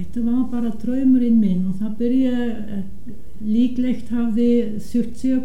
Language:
Icelandic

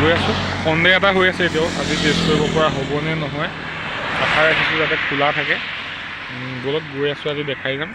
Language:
Assamese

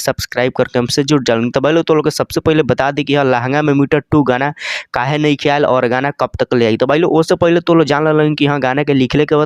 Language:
Bhojpuri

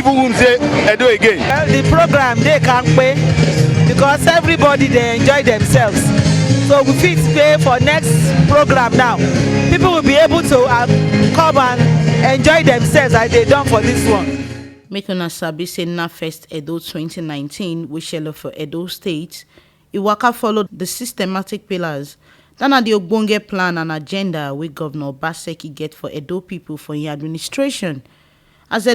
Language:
Nigerian Pidgin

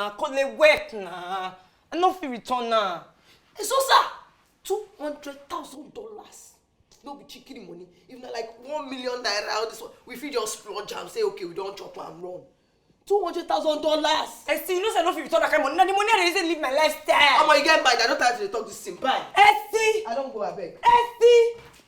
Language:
Nigerian Pidgin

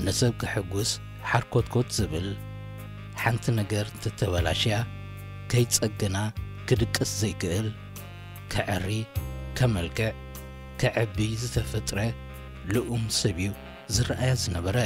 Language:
Tigrinya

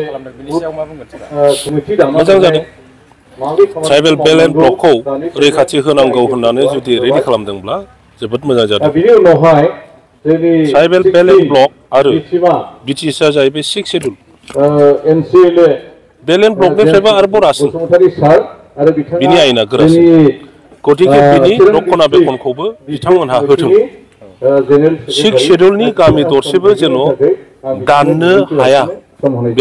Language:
Bodo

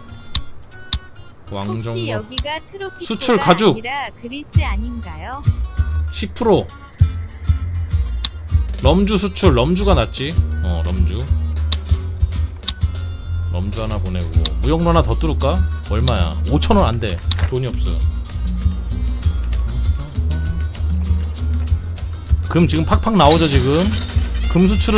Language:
Korean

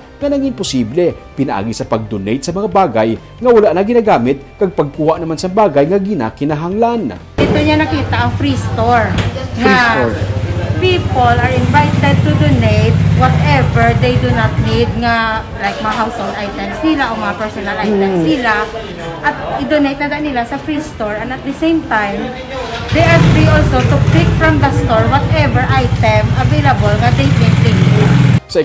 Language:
Hiligaynon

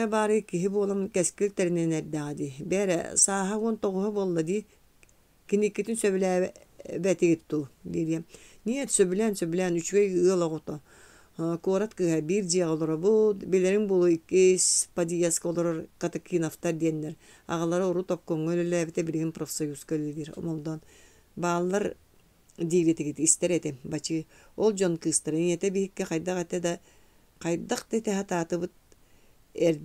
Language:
Yakut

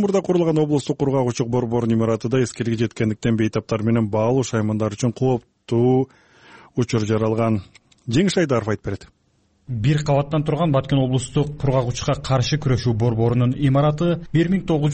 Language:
Kyrgyz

